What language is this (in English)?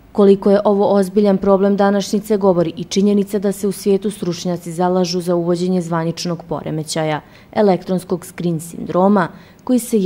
Bosnian